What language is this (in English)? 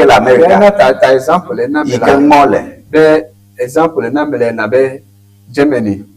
Ewe